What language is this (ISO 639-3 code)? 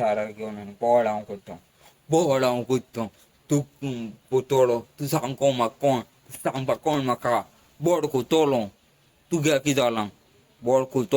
kok